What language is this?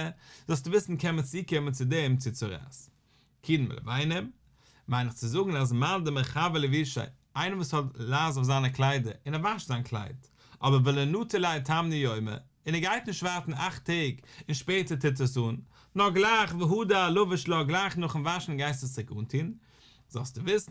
Yiddish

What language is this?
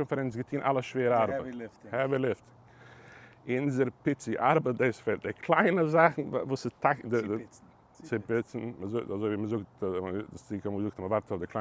Yiddish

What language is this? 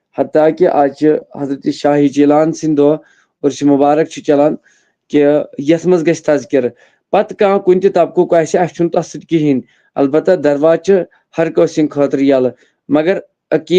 Kashmiri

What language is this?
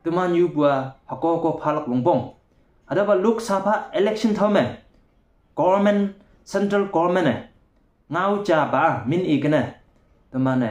Konyak Naga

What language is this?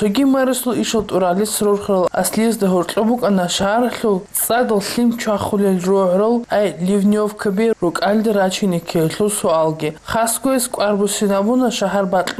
Avaric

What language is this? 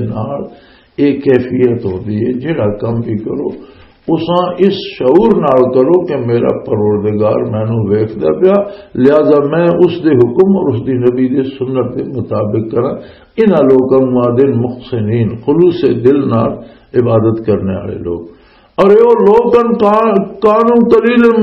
Western Panjabi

